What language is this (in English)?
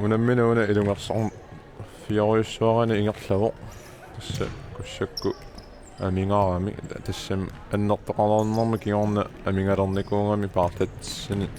Kalaallisut